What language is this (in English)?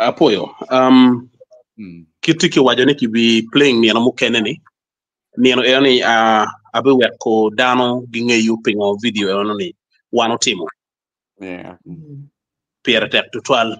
Acoli